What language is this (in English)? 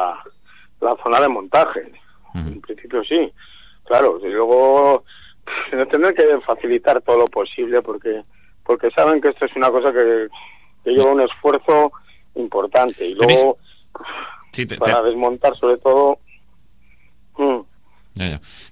Spanish